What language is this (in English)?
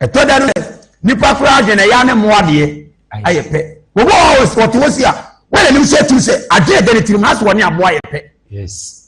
Akan